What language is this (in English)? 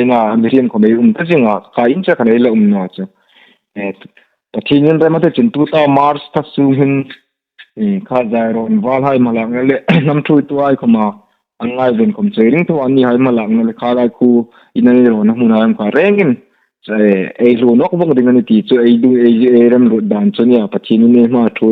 Hmar